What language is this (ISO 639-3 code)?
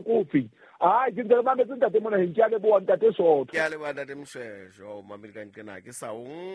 sot